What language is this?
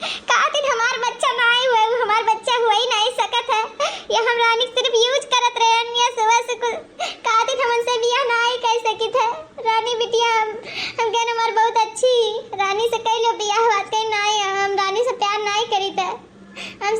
Awadhi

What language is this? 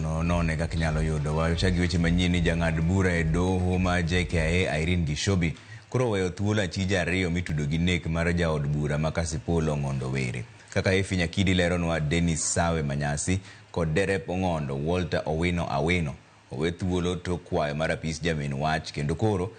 Luo (Kenya and Tanzania)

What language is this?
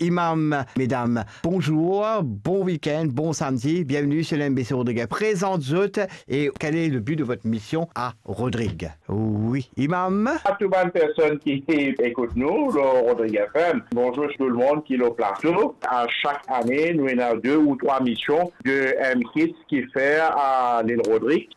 Morisyen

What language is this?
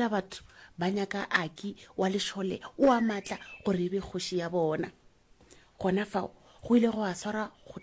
Northern Sotho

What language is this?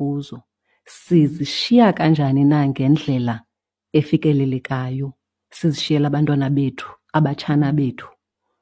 Xhosa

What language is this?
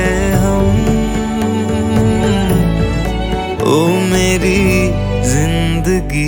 Hindi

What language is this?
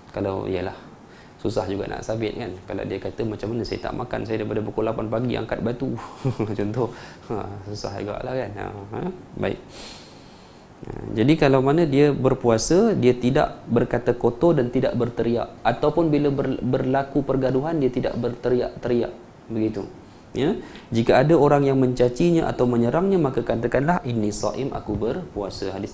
Malay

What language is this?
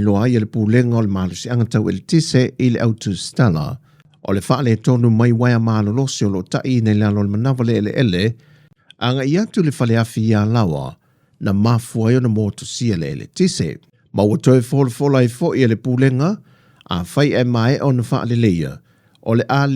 Samoan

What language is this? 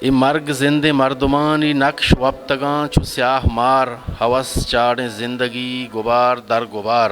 Eastern Balochi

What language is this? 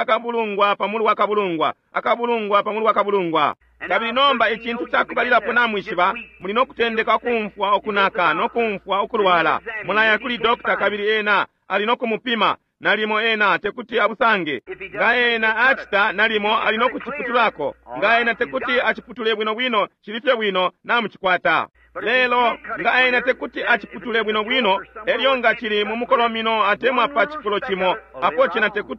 Bemba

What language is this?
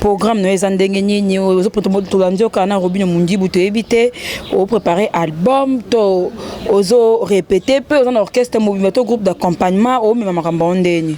Lingala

